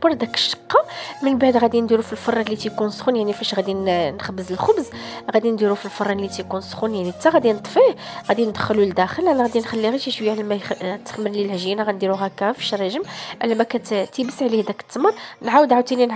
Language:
Moroccan Arabic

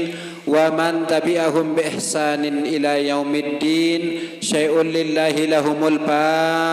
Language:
Sasak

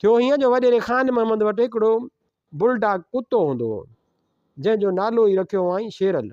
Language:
Sindhi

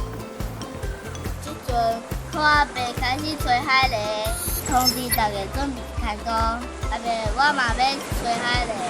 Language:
Min Nan Chinese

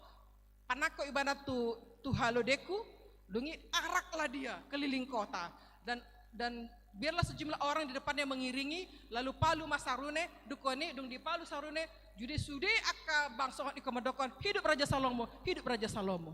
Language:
Batak Toba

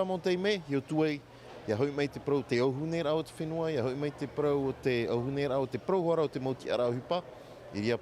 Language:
Tahitian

